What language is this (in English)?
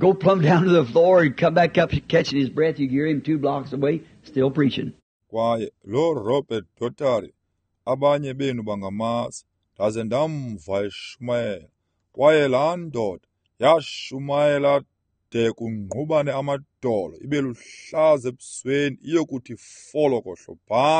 Xhosa